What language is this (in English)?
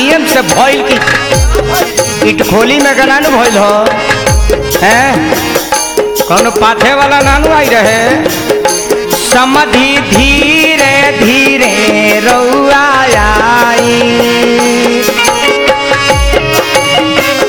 Bhojpuri